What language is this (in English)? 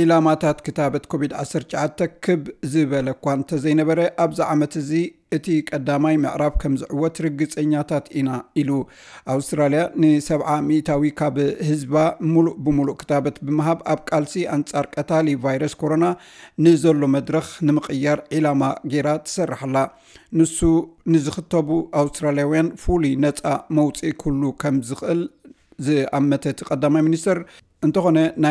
Tigrinya